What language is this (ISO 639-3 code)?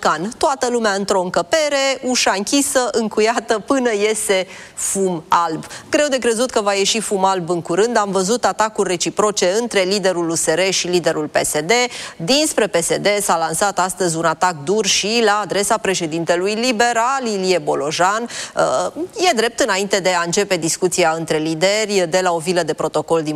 ron